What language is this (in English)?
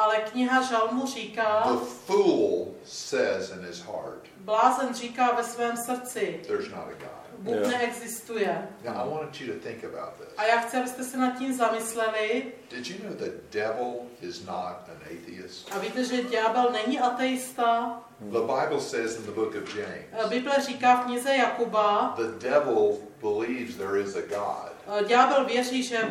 Czech